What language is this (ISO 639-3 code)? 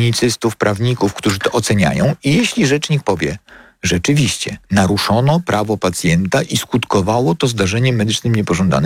pol